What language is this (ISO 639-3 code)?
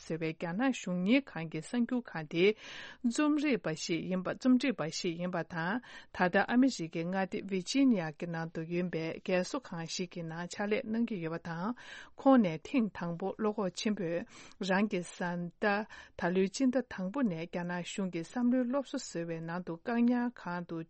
bod